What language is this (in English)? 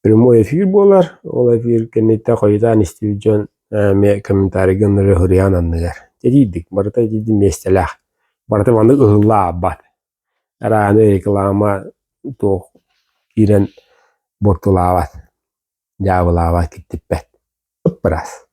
Yakut